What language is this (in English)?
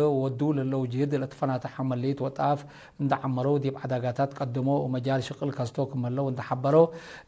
Tigre